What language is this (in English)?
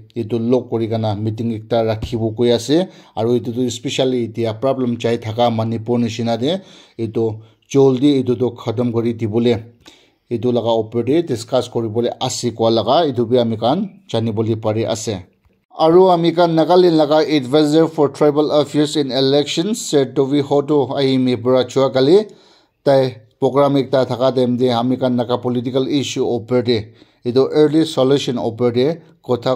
Naga Pidgin